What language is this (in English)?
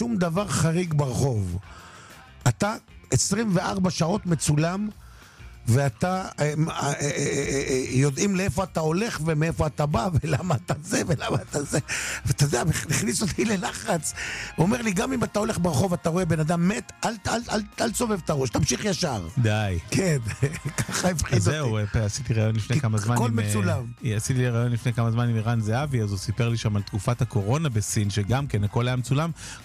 Hebrew